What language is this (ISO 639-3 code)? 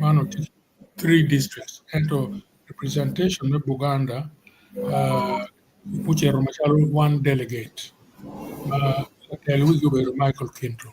ach